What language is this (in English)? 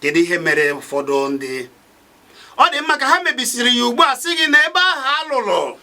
Igbo